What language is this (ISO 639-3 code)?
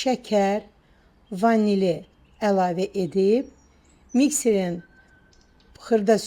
aze